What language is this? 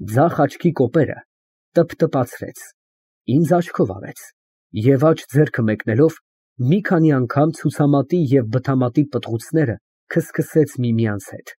Armenian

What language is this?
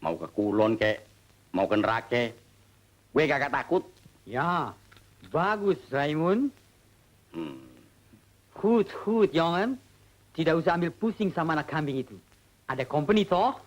Betawi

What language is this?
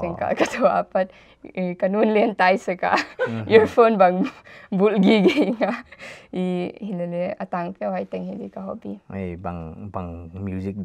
Paite Chin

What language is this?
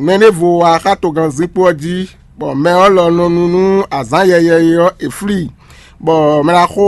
Fon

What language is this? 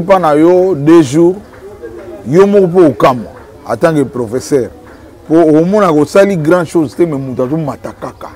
Lingala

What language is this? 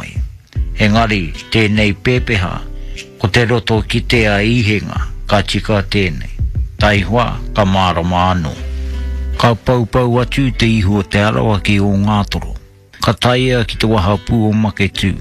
Māori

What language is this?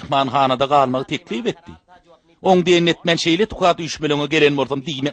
Turkmen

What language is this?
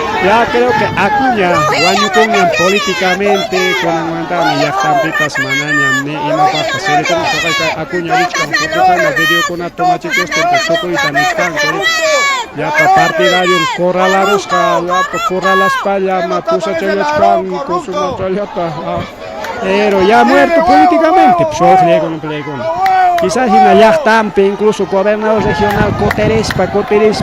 Ayacucho Quechua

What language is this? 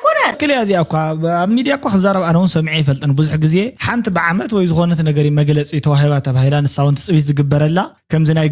Tigrinya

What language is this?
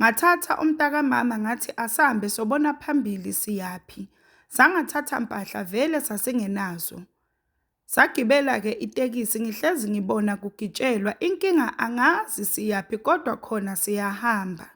Zulu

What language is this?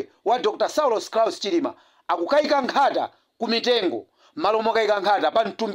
Nyanja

